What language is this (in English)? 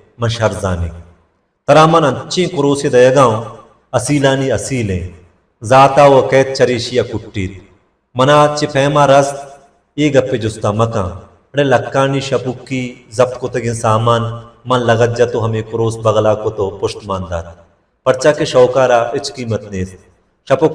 Baluchi